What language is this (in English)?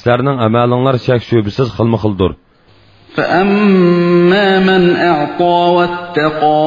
Uyghur